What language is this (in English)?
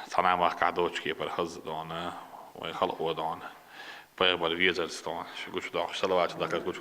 Chechen